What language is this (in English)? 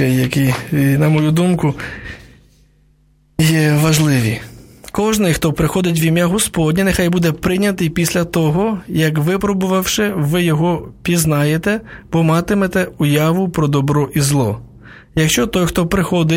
Ukrainian